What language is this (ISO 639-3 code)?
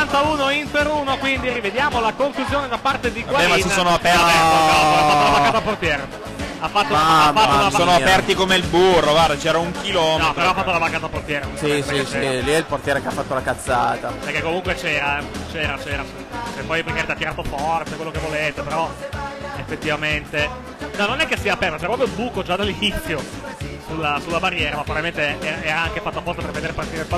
ita